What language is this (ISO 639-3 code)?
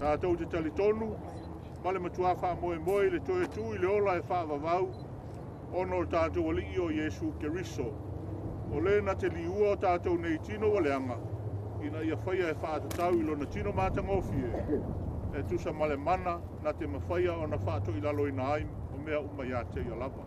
smo